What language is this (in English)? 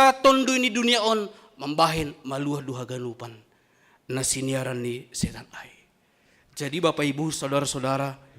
Batak Simalungun